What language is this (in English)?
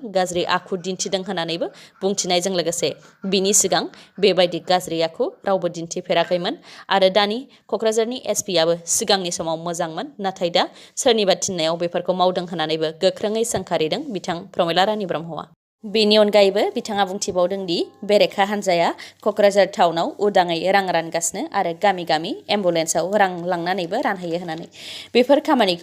Bodo